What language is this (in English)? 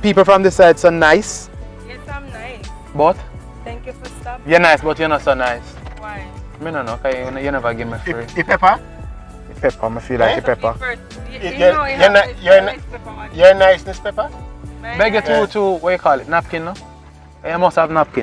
Jamaican Creole English